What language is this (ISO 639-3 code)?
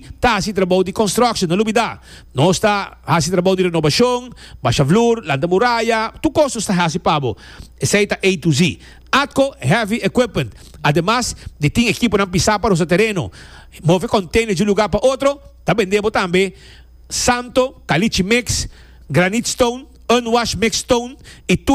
pap